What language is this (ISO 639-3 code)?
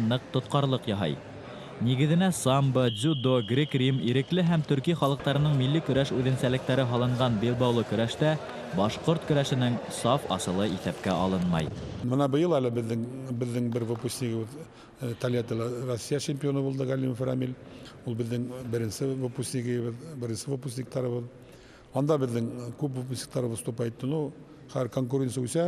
bak